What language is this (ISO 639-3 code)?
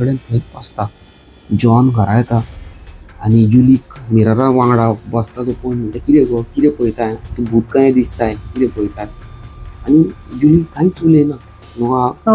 kok